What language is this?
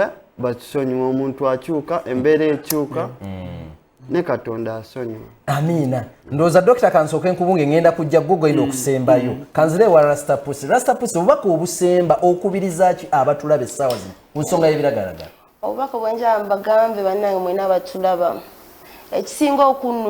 Ganda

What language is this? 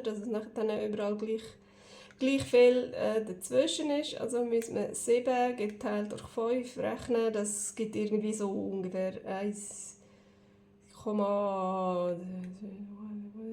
Swiss German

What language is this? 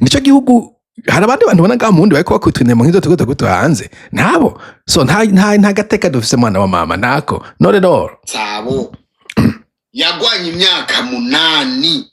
Rundi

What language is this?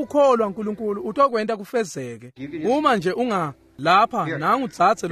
Swati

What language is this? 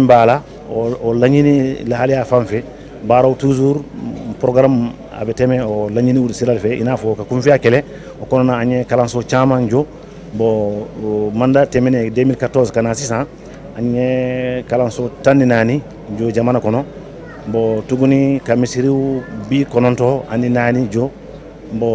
Bambara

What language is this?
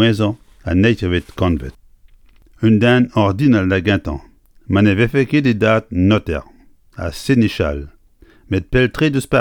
Breton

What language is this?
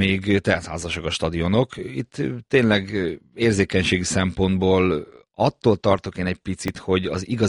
Hungarian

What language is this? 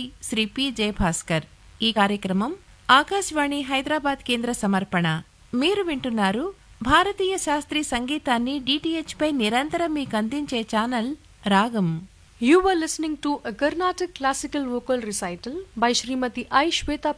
Telugu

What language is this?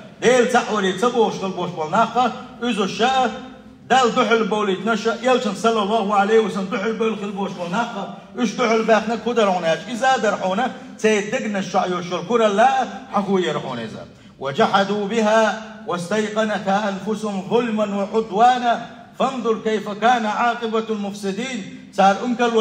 Chechen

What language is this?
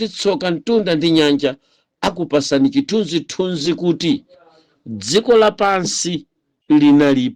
Nyanja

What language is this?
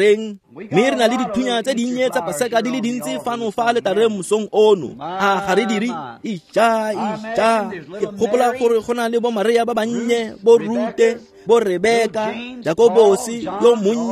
Tswana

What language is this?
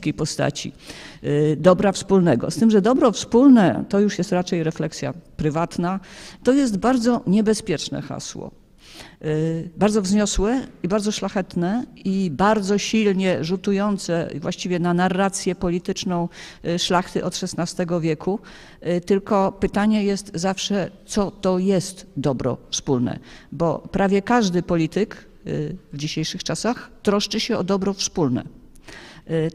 Polish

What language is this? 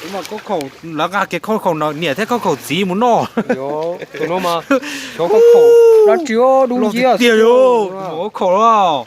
Hmong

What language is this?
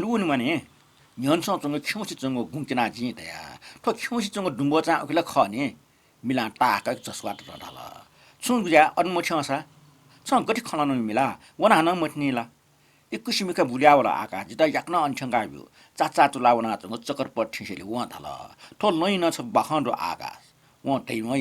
Newari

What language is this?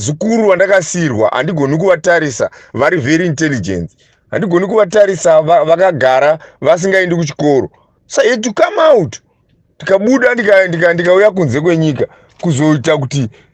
Shona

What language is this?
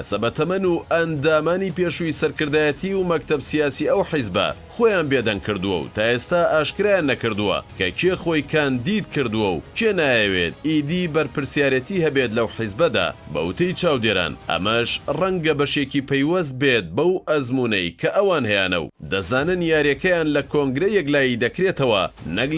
Central Kurdish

